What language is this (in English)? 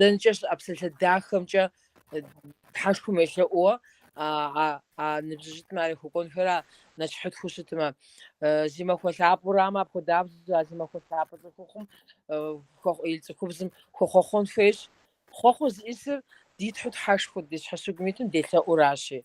Kabardian